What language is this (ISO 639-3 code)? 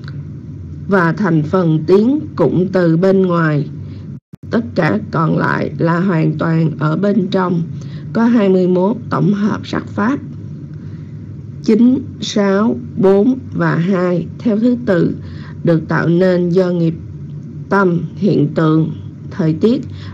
vie